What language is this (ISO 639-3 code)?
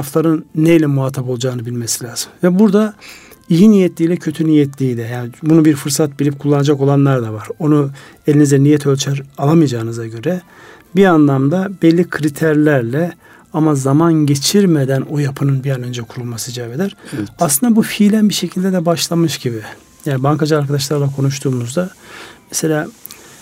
tur